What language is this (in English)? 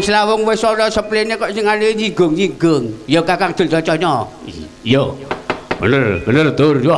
Javanese